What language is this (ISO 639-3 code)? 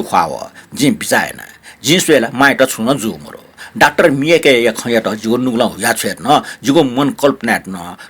new